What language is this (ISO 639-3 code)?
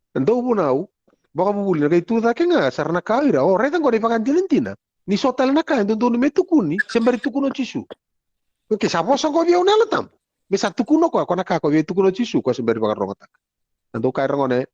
fij